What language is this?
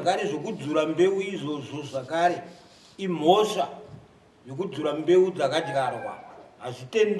Shona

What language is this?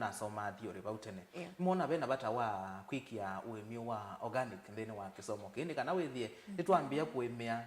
Kamba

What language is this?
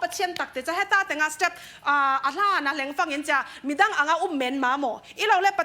Falam Chin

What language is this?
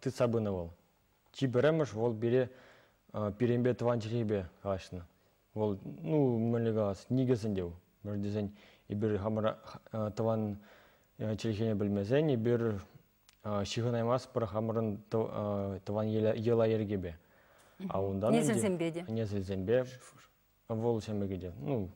Chuvash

